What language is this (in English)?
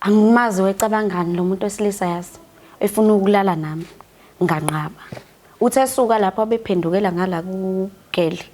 Zulu